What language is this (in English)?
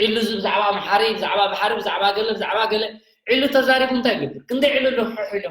Tigrinya